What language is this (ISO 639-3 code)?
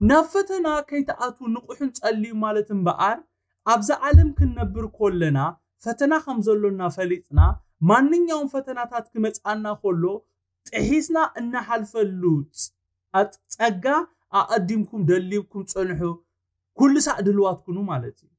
tir